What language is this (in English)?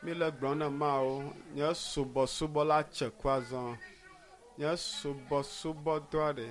Ewe